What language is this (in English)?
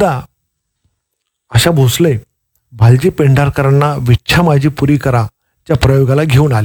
Marathi